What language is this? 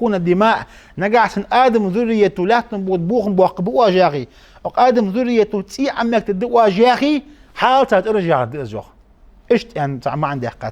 Ingush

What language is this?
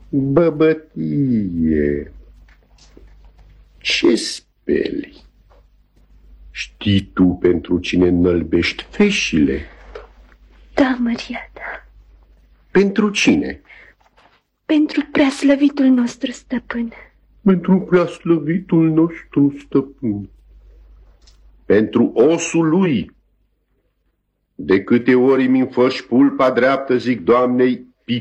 Romanian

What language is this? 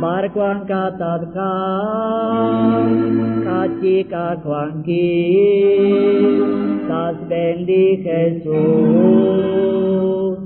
Kekchí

